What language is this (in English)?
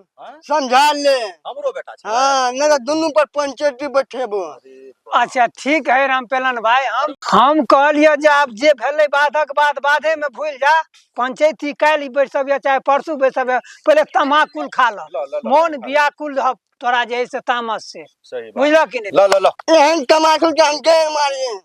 Maithili